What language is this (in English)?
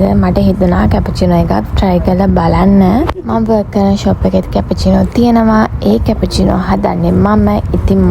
Sinhala